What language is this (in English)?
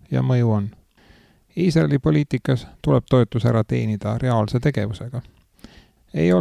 Estonian